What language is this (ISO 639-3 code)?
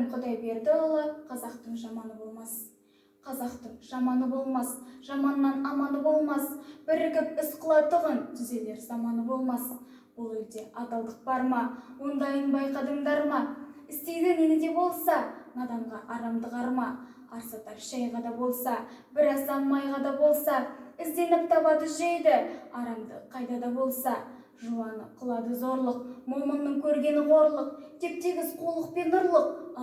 kaz